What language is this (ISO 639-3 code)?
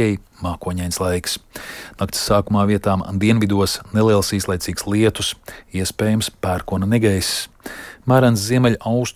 lav